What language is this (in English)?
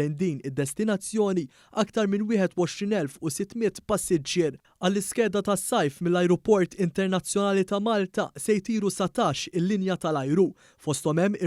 Maltese